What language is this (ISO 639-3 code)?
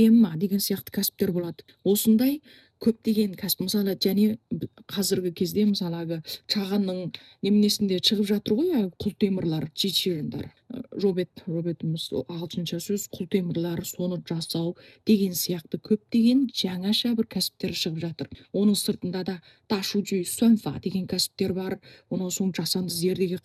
kaz